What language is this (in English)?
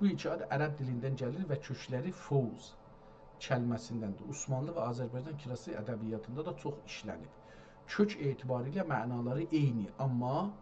South Azerbaijani